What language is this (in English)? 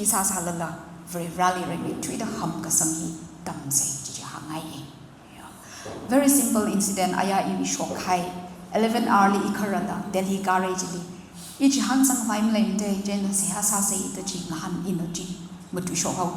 Tangkhul Naga (India)